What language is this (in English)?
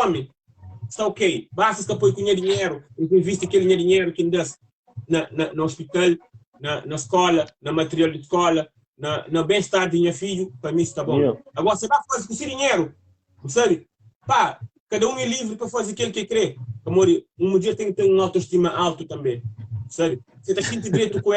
Kabuverdianu